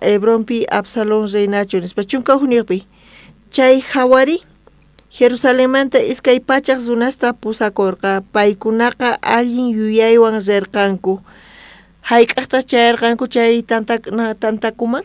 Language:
South Bolivian Quechua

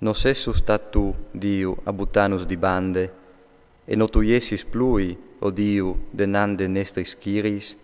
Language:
Friulian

